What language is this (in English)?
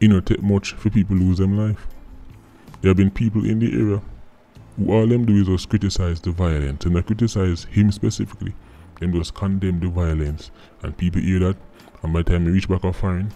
Jamaican Creole English